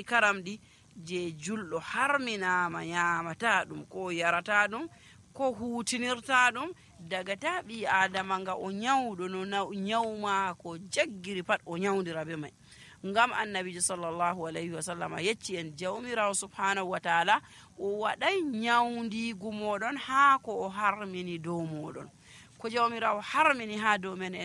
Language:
Nigerian Fulfulde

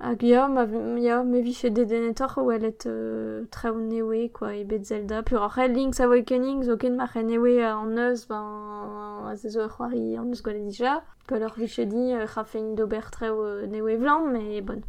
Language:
Breton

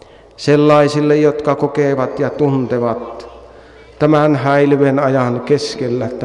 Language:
Finnish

